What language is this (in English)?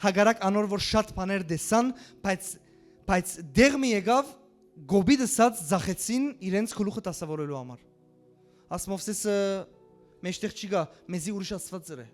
Western Armenian